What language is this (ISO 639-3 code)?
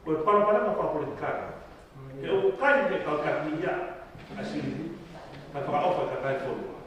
ton